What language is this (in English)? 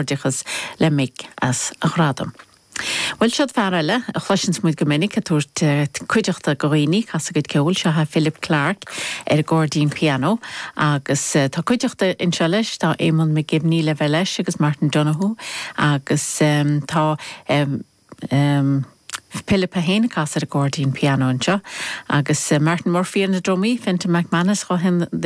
Irish